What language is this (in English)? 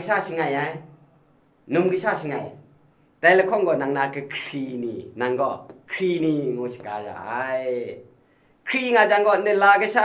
Kachin